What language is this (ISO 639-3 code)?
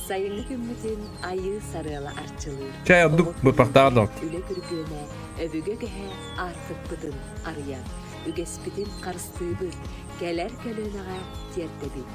sah